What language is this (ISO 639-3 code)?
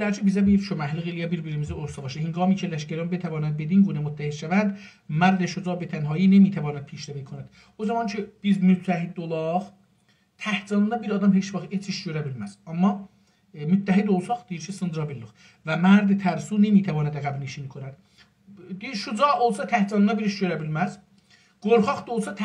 azb